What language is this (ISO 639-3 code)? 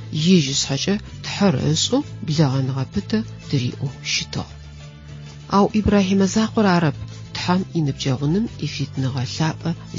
ady